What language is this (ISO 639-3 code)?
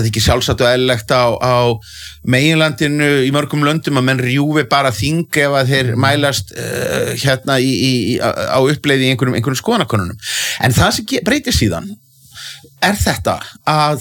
isl